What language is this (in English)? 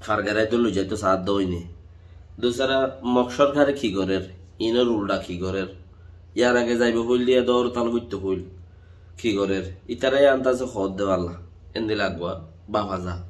Rohingya